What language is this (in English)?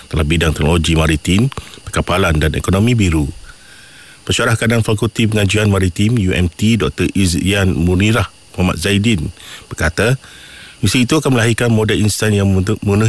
Malay